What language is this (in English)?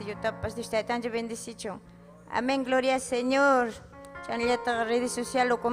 Ayacucho Quechua